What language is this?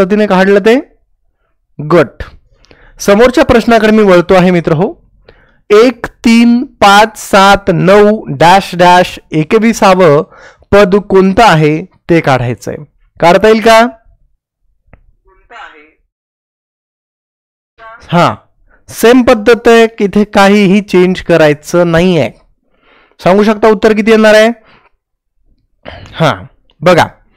Marathi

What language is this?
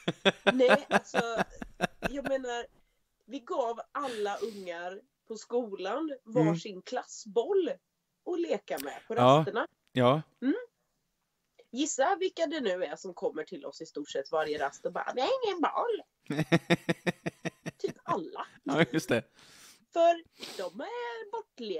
Swedish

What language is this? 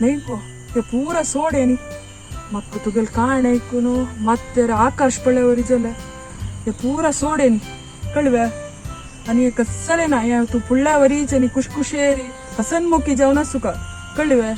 Konkani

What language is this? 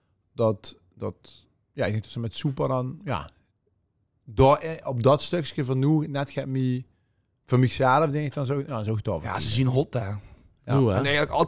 Limburgish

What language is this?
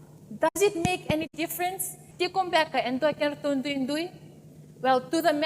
Fijian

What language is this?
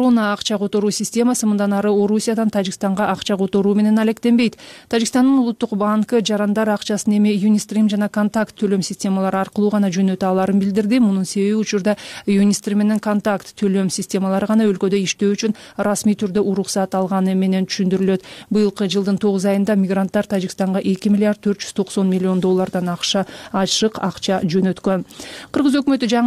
Kyrgyz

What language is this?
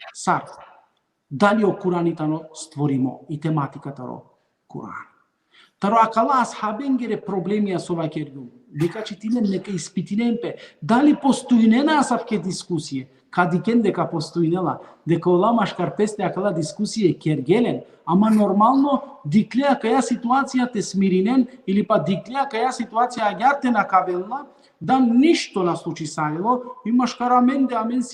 Balkan Romani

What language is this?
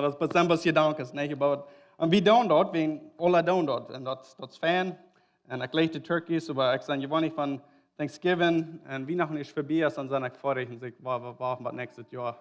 Plautdietsch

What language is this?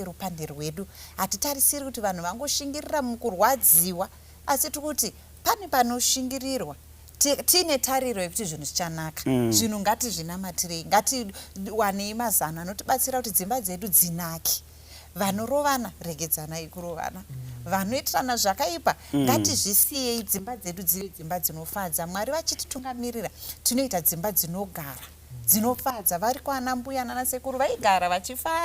Shona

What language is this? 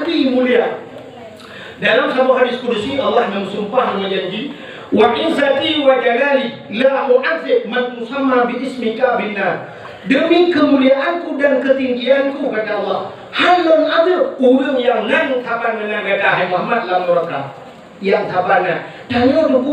Achinese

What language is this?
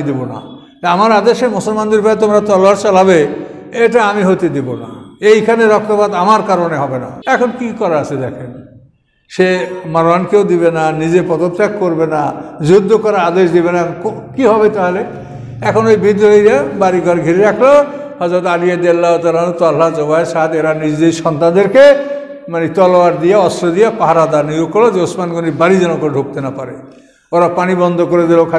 Bangla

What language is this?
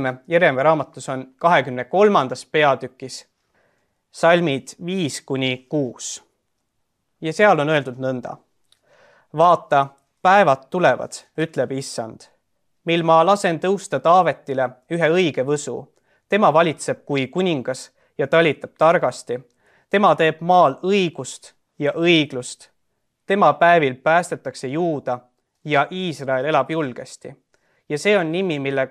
Estonian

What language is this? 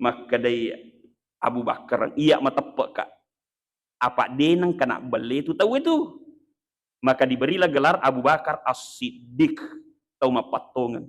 Buginese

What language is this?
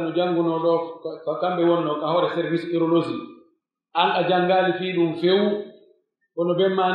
Pular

